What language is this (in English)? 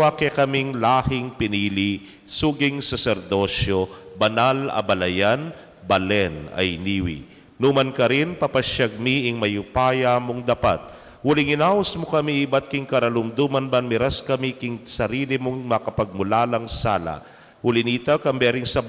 Pampanga